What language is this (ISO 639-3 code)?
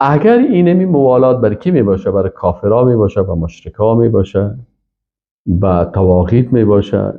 fas